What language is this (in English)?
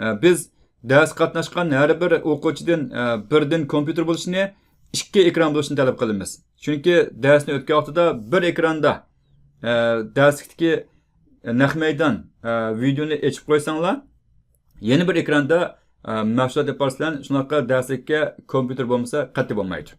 Uyghur